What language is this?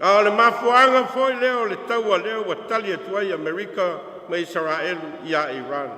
Samoan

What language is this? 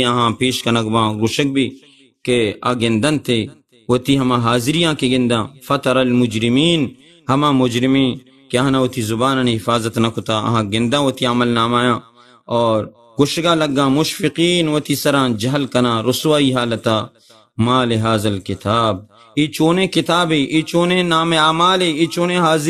Baluchi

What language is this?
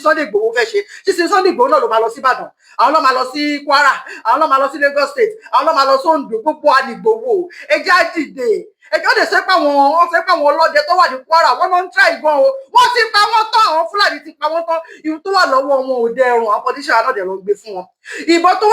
Yoruba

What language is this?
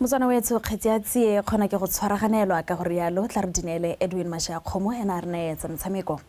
Tswana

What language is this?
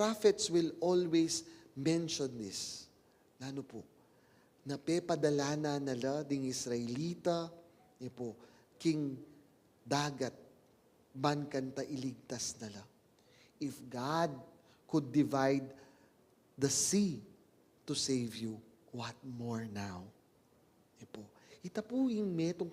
Pampanga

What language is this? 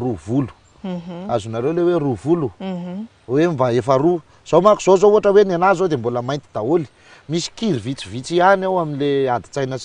Malagasy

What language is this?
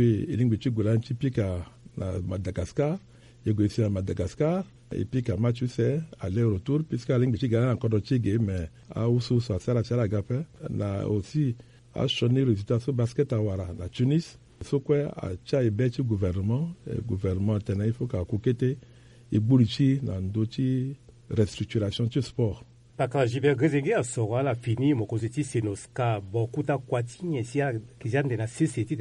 Sango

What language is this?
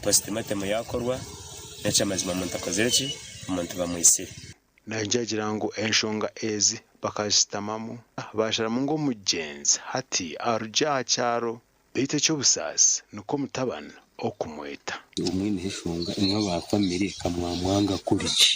Nyankole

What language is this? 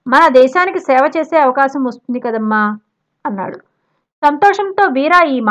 Telugu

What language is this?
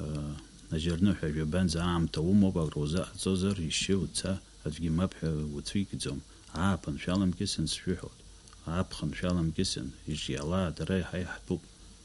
Abkhazian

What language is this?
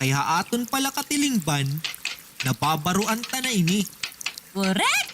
Waray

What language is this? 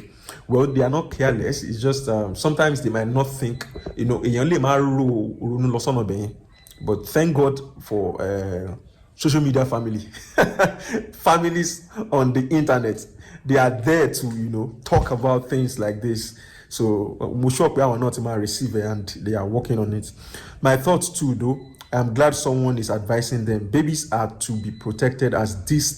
Yoruba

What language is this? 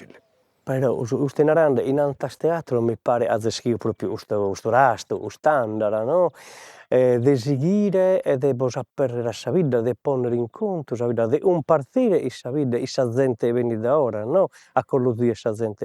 Sardinian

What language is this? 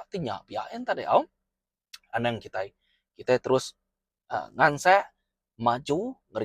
Iban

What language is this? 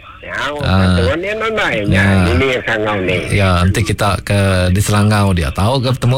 Iban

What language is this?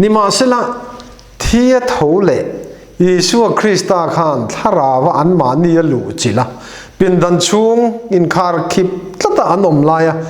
Mizo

